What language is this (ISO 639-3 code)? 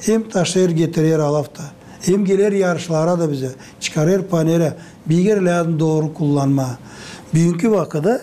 gag